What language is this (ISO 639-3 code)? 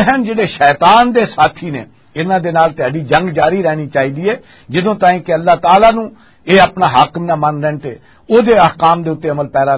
lah